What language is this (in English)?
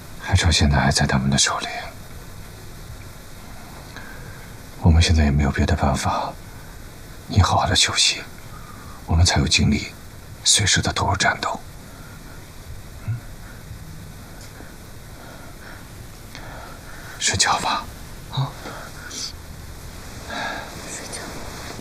Chinese